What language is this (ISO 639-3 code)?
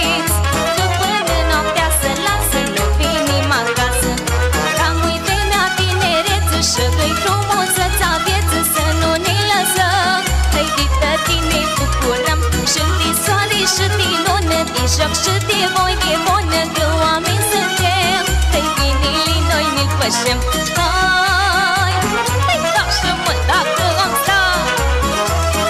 ron